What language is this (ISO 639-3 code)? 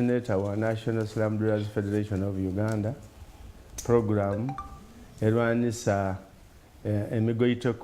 xog